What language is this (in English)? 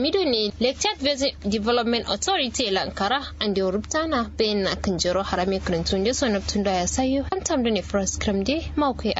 Kanuri